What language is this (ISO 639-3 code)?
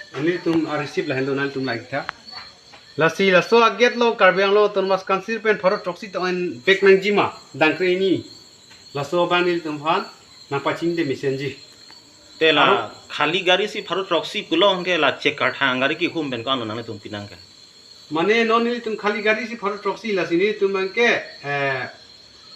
mjw